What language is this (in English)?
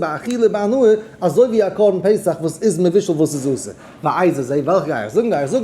Yiddish